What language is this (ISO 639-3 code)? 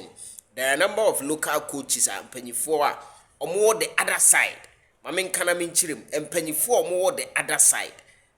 aka